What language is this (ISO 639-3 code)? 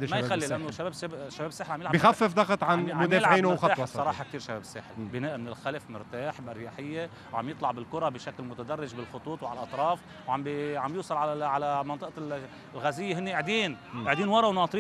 apc